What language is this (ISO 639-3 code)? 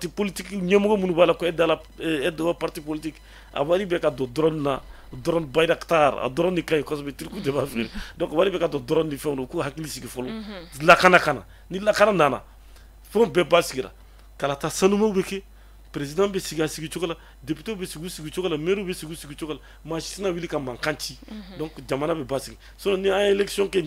bam